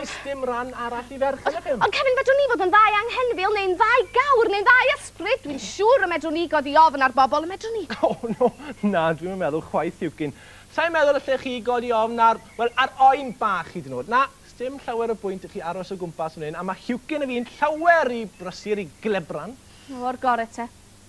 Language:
Welsh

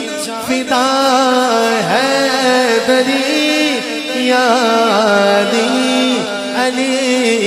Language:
Urdu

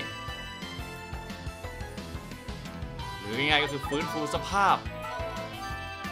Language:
Thai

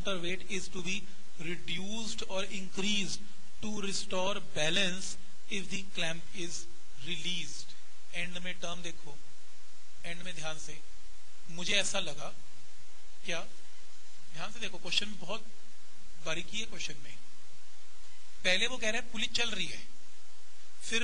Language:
Hindi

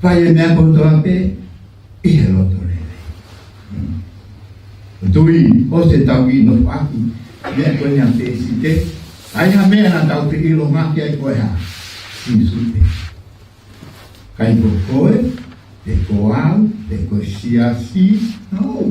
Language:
Tongan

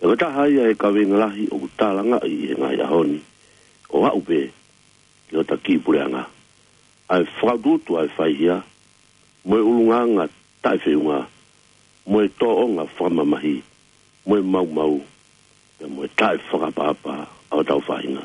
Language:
Tongan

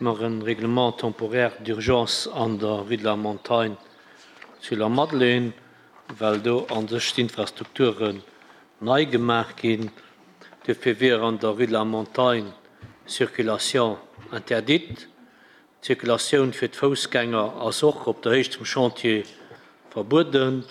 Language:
Luxembourgish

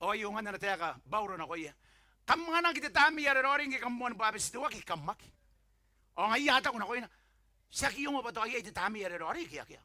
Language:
Gilbertese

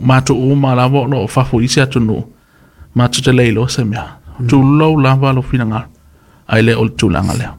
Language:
Samoan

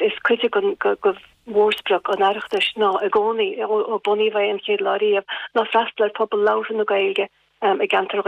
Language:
Irish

